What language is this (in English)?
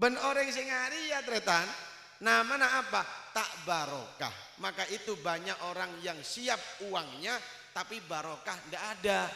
Madurese